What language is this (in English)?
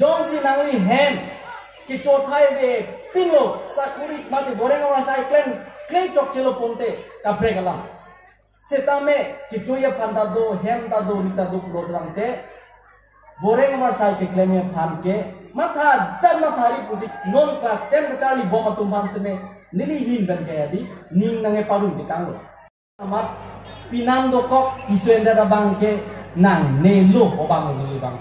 Karbi